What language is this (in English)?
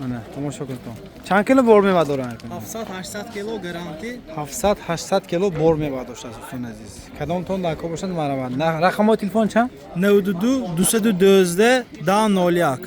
Tajik